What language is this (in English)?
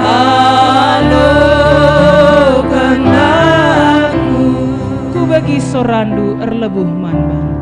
Batak Karo